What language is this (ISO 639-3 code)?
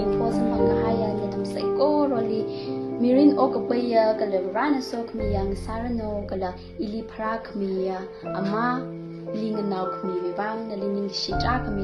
nmf